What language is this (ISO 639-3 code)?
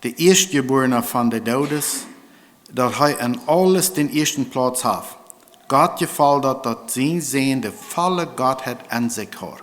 pdt